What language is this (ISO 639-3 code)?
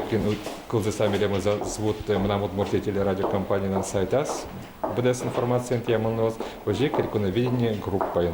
udm